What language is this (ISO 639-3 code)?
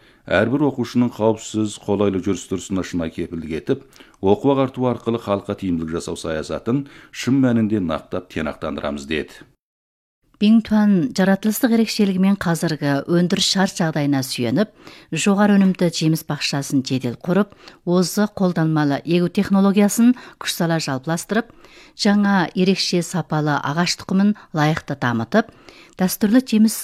kaz